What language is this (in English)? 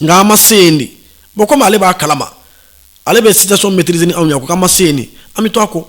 Bambara